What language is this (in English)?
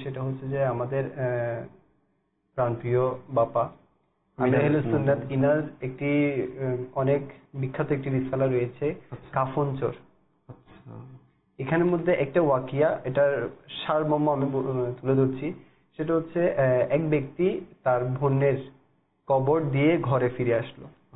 Bangla